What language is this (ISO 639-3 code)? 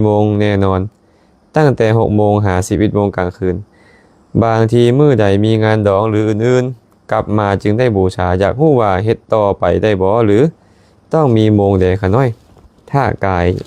lao